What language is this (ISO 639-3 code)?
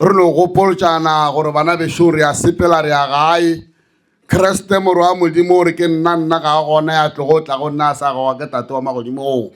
nso